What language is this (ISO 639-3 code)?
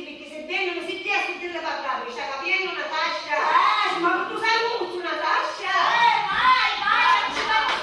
scn